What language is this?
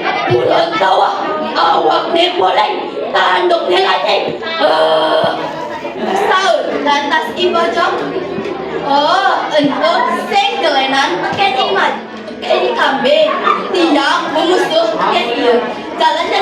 Balinese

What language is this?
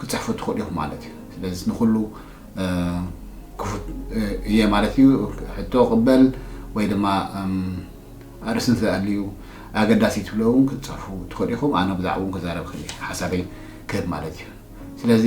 Tigrinya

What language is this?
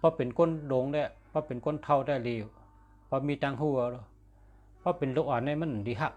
Shan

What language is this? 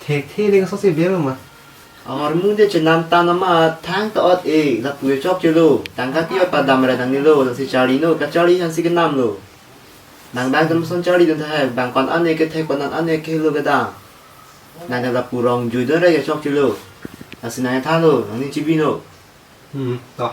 Karbi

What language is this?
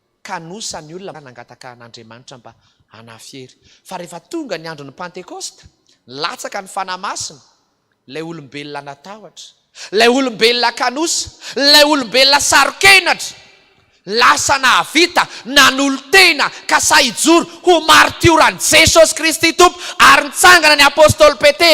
Malagasy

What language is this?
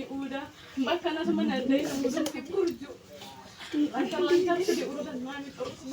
Batak Toba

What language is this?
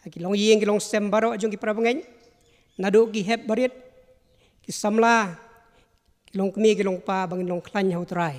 Khasi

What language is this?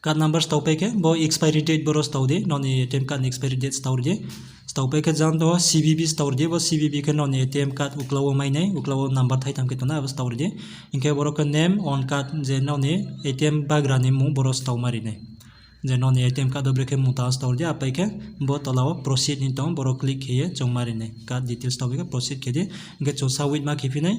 Riang (India)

